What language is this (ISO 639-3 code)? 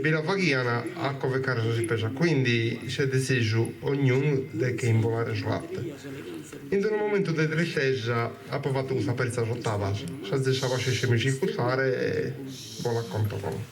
srd